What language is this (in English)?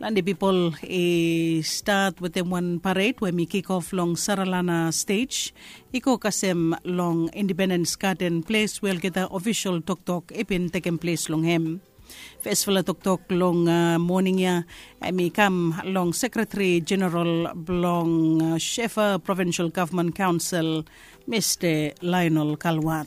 Bislama